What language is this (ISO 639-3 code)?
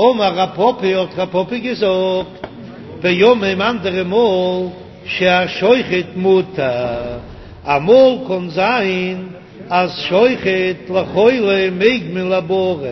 yid